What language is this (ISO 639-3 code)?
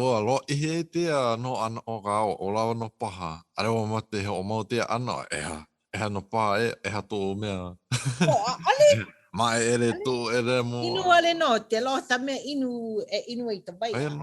haw